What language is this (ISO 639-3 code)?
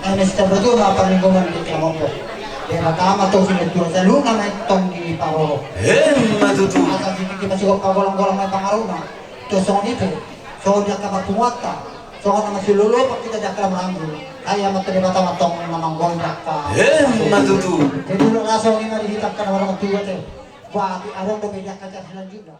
bbc